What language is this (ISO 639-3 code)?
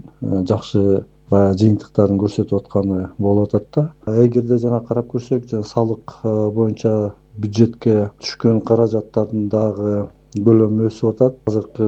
kir